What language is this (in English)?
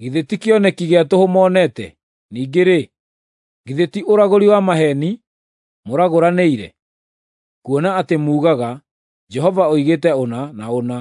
Kikuyu